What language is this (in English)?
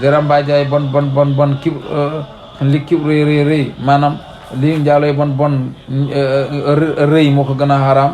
Wolof